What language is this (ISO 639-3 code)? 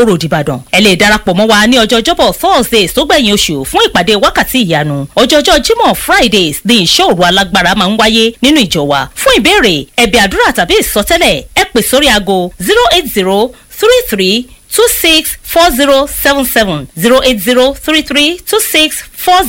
yor